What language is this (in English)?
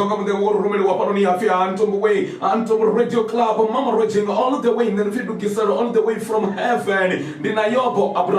Venda